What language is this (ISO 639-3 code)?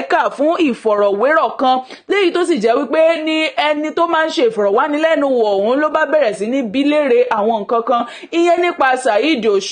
yor